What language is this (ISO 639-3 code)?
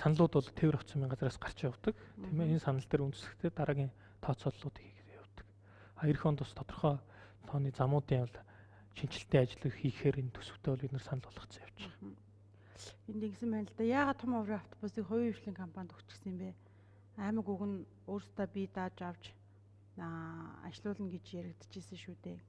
mon